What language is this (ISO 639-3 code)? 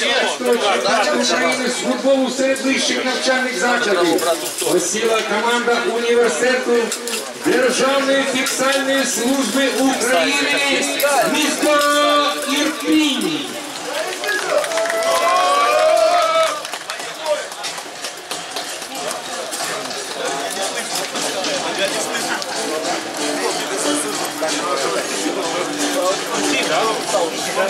ukr